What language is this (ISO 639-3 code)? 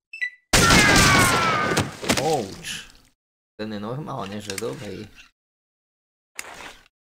slk